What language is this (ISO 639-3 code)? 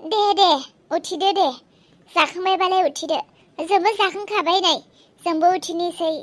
brx